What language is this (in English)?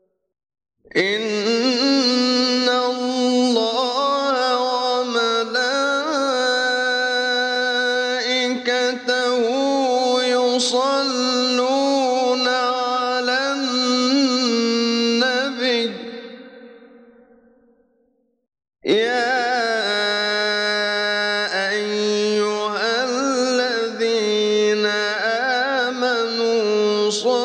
Arabic